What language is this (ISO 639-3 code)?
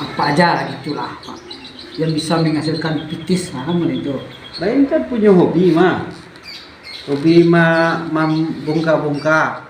min